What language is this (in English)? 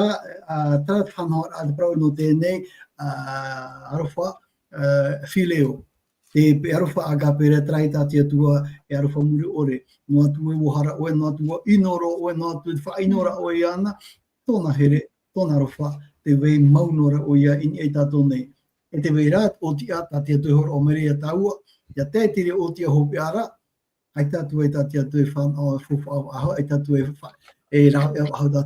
Tahitian